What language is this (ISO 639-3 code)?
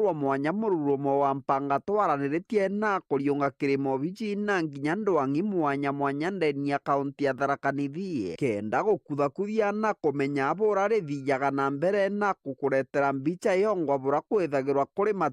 mer